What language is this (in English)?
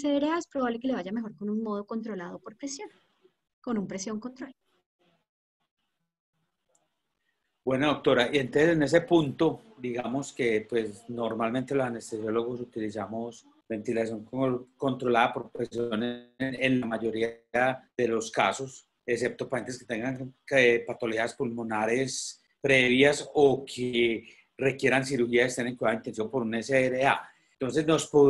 Spanish